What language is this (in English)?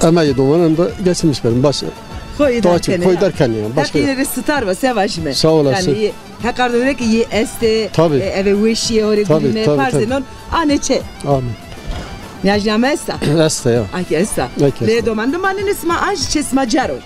Zaza